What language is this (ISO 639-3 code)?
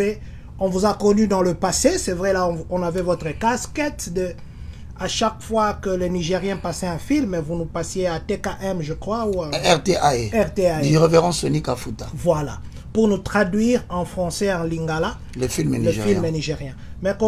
fra